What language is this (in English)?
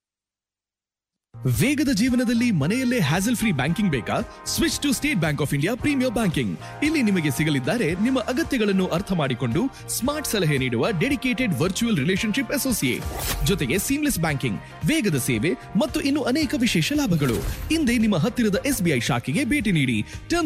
Kannada